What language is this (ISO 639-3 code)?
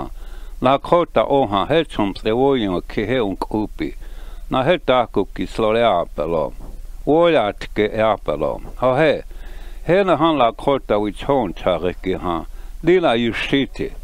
lkt